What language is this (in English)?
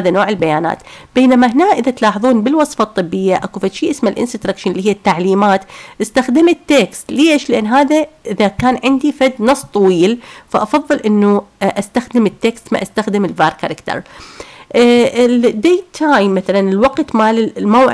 Mesopotamian Arabic